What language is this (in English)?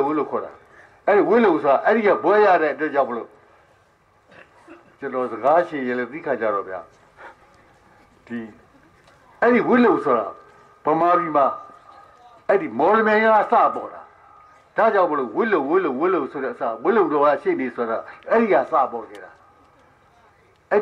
Burmese